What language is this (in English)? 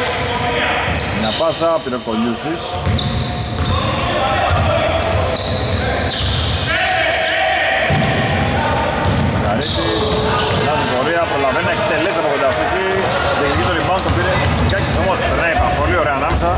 Greek